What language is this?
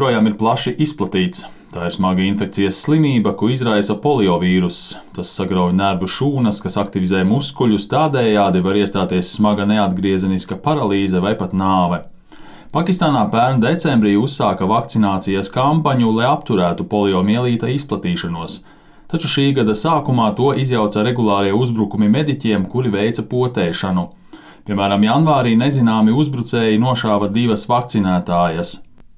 Latvian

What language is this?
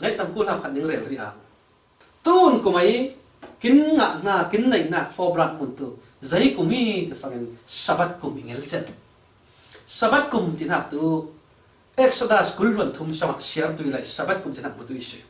Falam Chin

